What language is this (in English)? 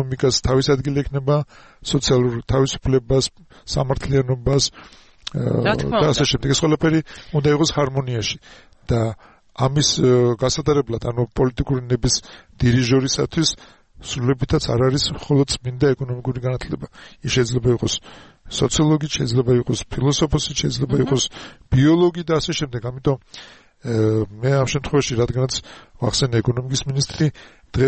Georgian